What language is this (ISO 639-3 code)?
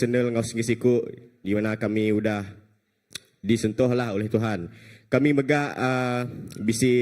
iba